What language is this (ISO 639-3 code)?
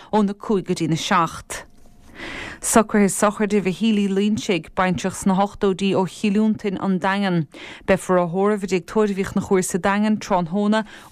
gle